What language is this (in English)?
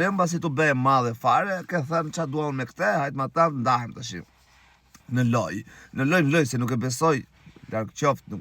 Albanian